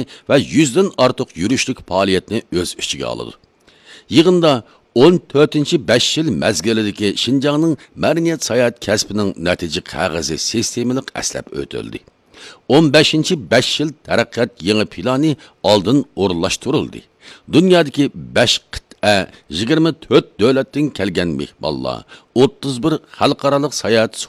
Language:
Uyghur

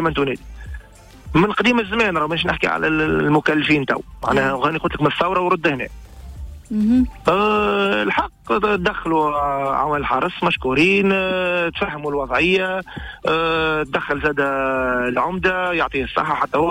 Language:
Tunisian Arabic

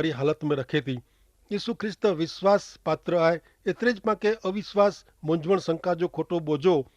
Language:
Kachhi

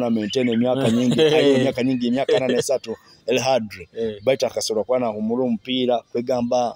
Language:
Nyoro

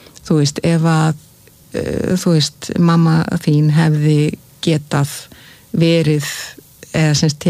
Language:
Icelandic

